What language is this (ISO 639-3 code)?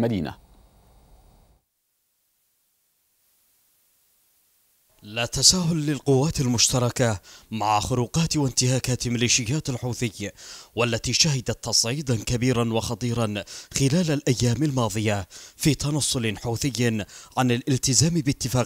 ara